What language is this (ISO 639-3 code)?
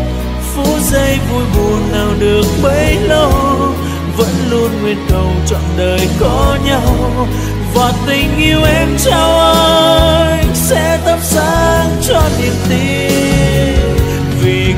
vie